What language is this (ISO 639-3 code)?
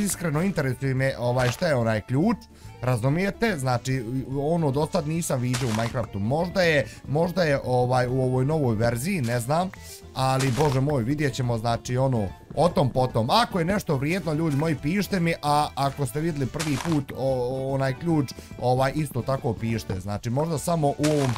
bos